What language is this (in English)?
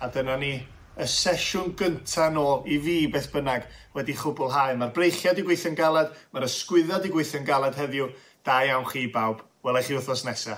Welsh